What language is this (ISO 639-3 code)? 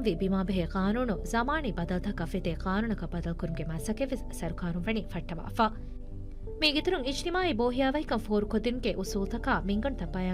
div